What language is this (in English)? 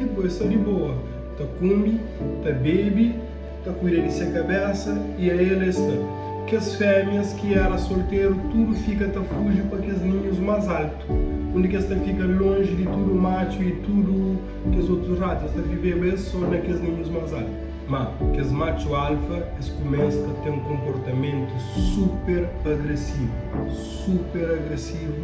Kabuverdianu